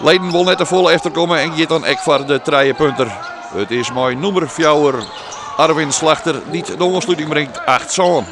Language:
Western Frisian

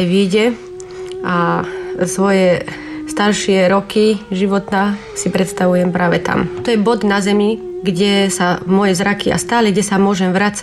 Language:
Slovak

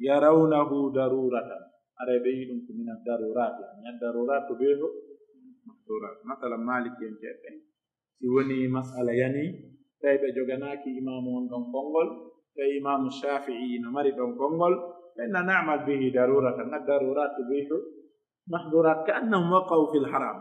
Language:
Pular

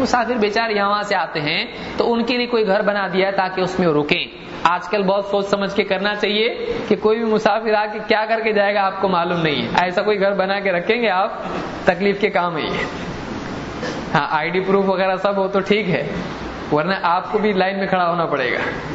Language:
Urdu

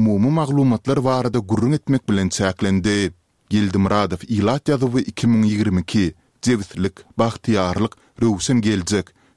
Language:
Turkmen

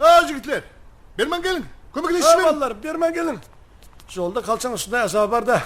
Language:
Kara-Kalpak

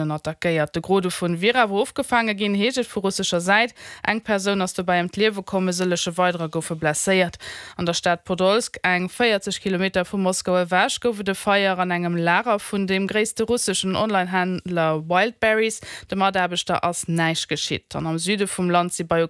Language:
Luxembourgish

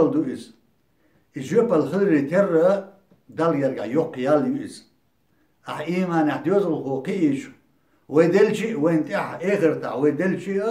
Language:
Chechen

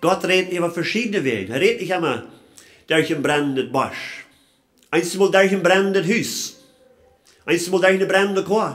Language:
Plautdietsch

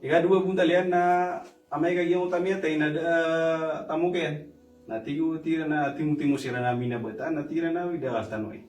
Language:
Maranao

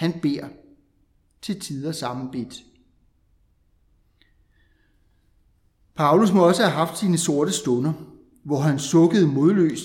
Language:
Danish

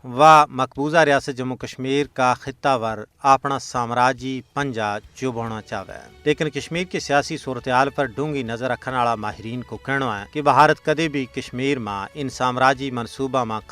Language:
Gujari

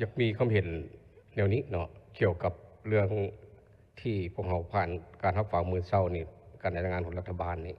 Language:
Lao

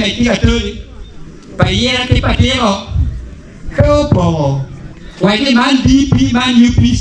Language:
Acoli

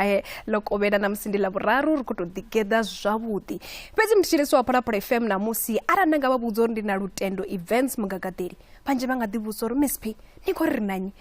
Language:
Venda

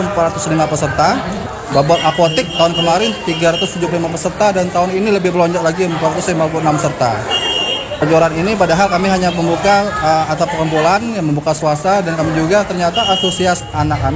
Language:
Indonesian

